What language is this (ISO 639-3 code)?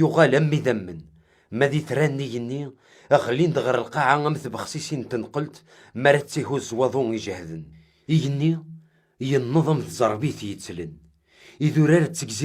kab